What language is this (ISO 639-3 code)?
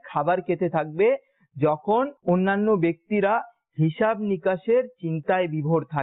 ben